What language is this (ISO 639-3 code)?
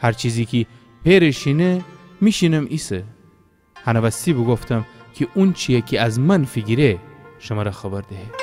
glk